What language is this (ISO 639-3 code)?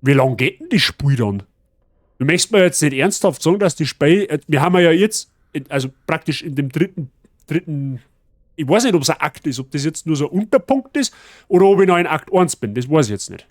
bar